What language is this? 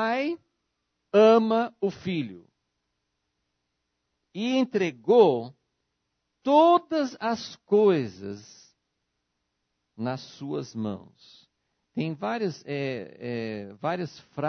Portuguese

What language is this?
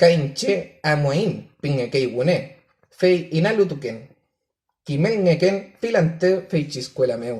Mapuche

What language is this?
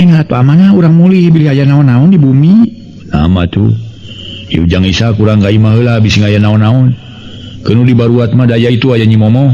Sundanese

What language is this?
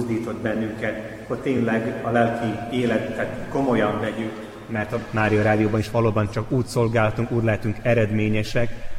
Hungarian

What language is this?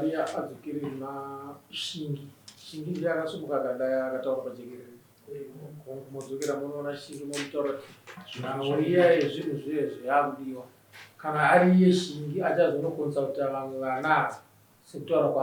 Shona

